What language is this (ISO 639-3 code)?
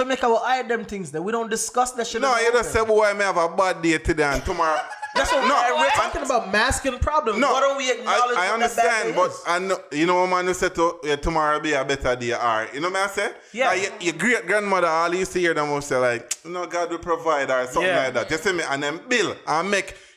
jam